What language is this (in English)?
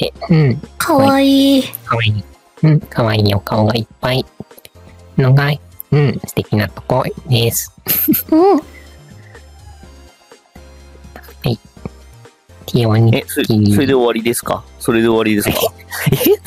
Japanese